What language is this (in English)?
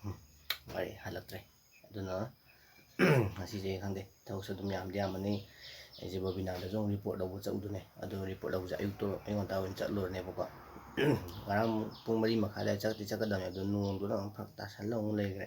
Manipuri